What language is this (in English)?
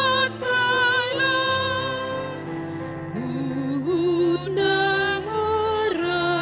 Batak Toba